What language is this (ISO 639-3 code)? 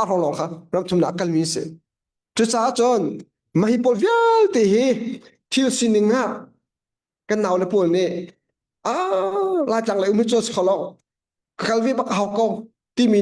cnh